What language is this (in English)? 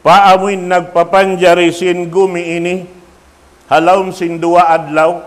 Tausug